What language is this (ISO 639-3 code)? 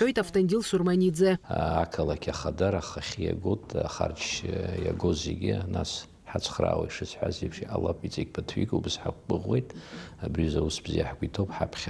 abk